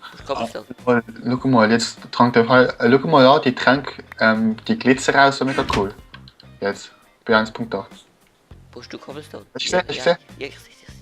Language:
Swiss German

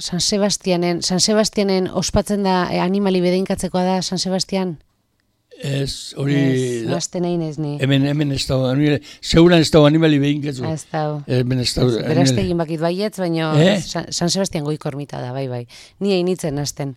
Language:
Basque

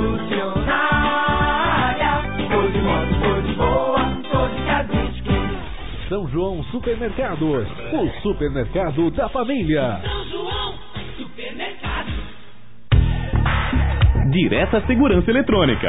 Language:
Portuguese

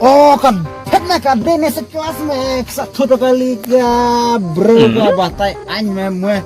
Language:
Khasi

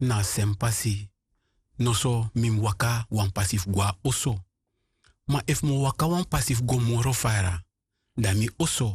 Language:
Sranan Tongo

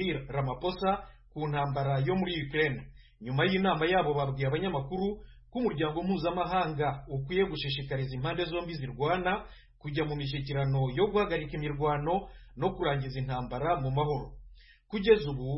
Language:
Kinyarwanda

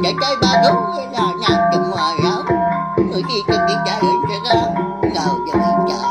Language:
Iban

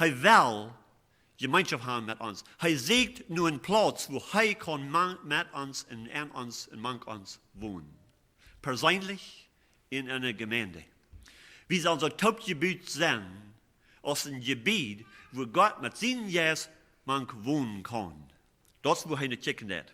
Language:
Plautdietsch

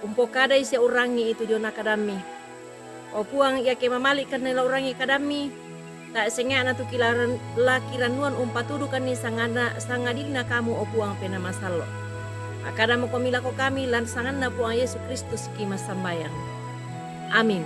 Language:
Toraja-Sa'dan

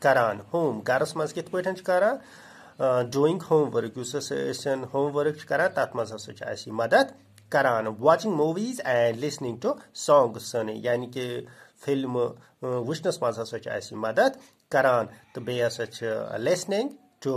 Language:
Kashmiri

